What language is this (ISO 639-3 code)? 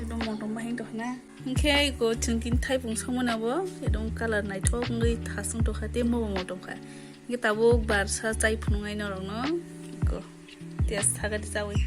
trp